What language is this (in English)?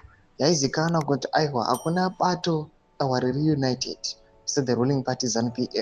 Shona